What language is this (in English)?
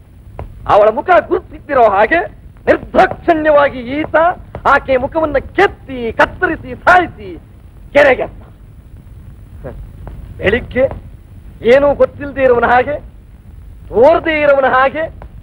Kannada